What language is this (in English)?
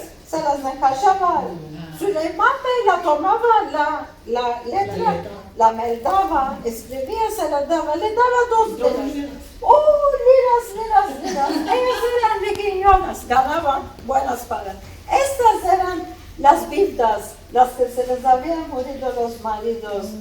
Ladino